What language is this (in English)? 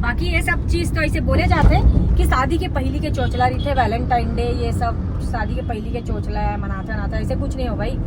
Chhattisgarhi